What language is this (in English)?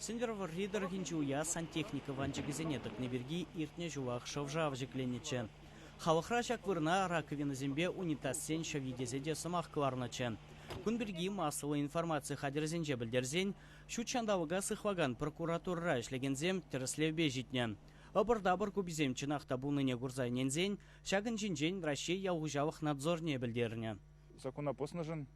Chuvash